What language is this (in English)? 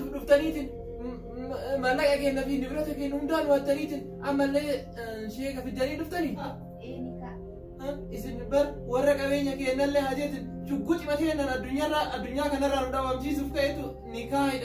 Oromo